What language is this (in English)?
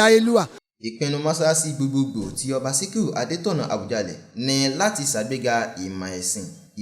Yoruba